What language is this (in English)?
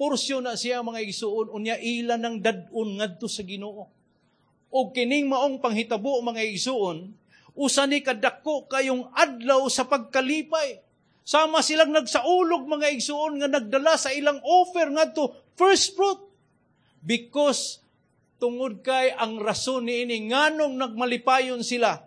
Cebuano